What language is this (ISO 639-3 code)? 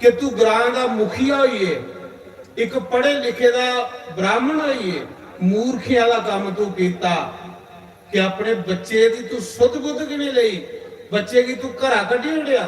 doi